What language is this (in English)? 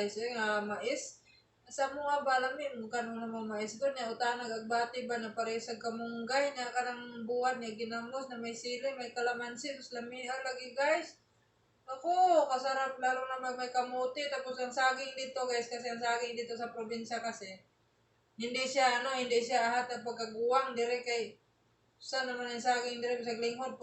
Cebuano